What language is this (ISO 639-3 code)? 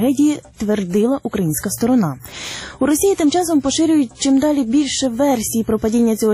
ukr